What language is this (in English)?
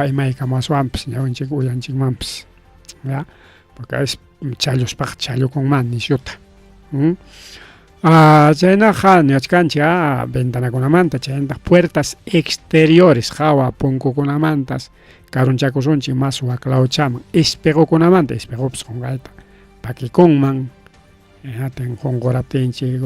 Ayacucho Quechua